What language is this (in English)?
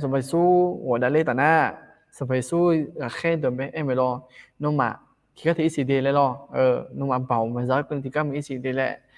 Akha